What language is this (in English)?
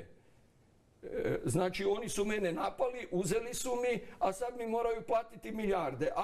Croatian